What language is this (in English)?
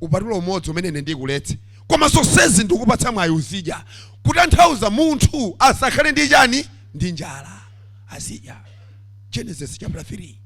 Nyanja